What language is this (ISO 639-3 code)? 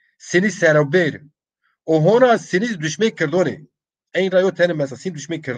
zza